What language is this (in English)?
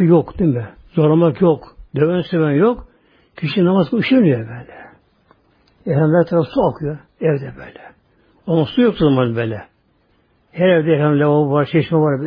Turkish